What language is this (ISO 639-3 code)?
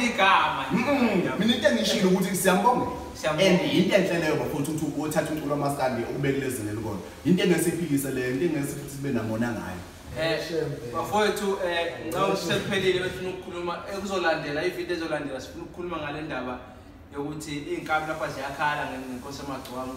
zul